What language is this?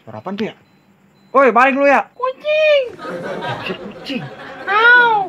Betawi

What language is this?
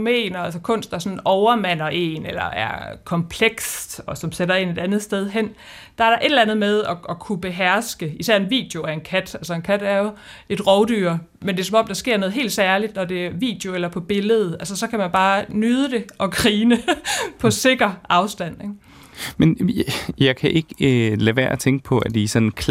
Danish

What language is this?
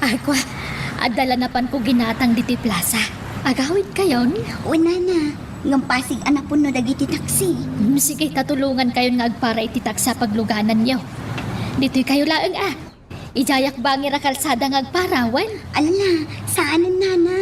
Iloko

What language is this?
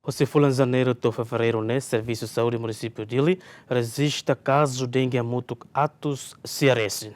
Tetum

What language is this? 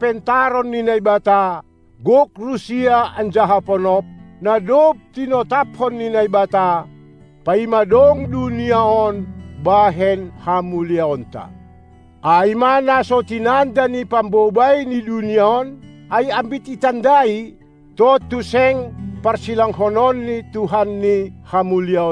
Batak Simalungun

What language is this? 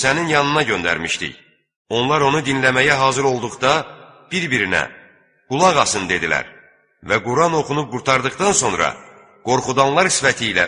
Azerbaijani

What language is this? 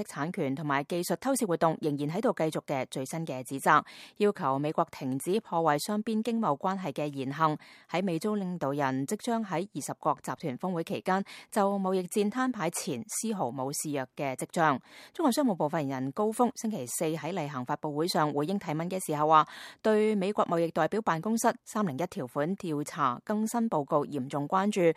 Cantonese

